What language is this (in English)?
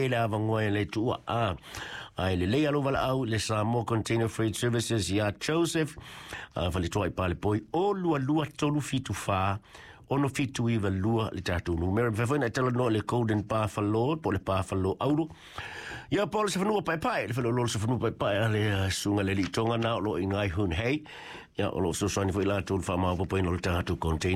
Samoan